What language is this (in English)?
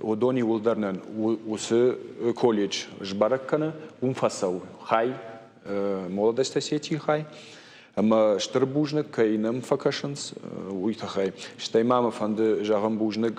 Ossetic